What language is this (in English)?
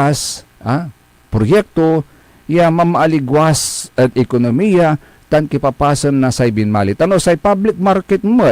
Pangasinan